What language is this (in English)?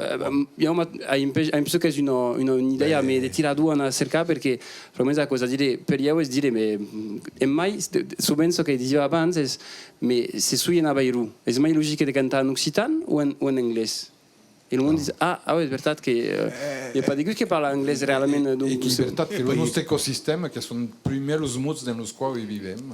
Occitan